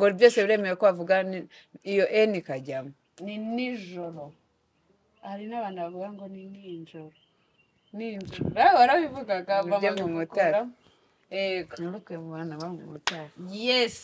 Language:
Kinyarwanda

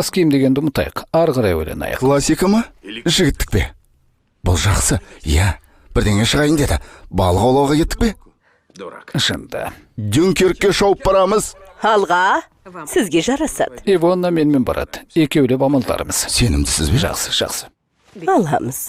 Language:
Kazakh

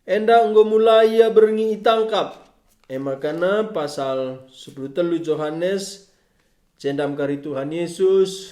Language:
Batak Karo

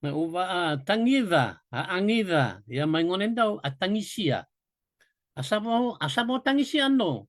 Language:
Fijian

